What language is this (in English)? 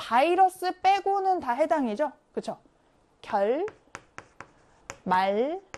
Korean